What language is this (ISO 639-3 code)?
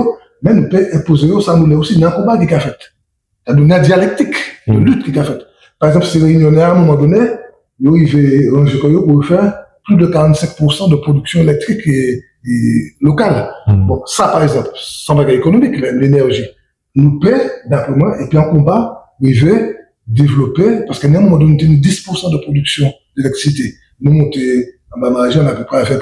gcf